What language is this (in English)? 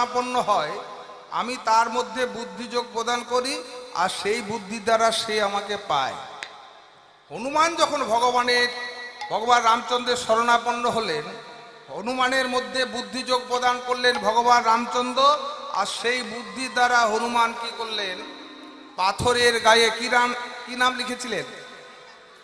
Bangla